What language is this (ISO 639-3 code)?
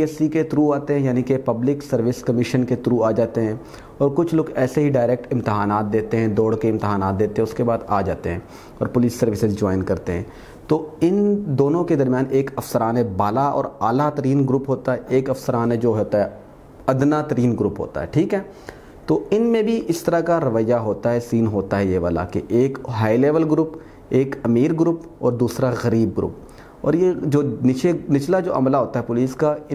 urd